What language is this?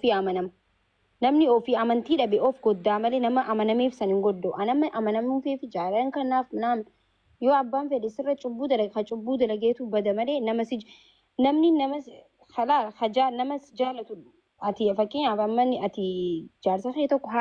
Oromo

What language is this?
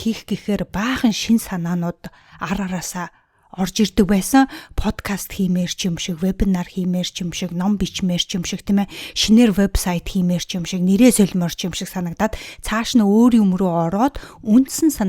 Mongolian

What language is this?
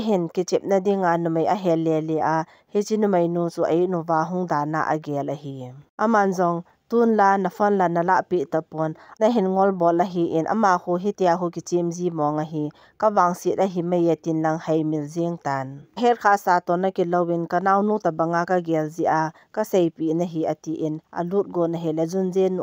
Thado Chin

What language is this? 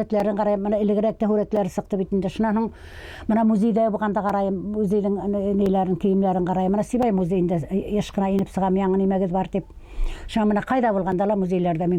Bashkir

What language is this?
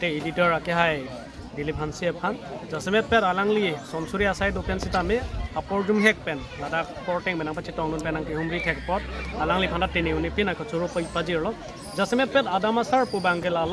Karbi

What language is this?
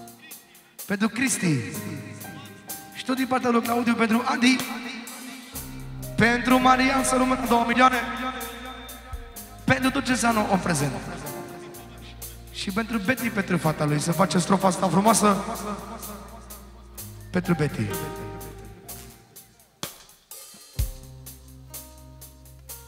Romanian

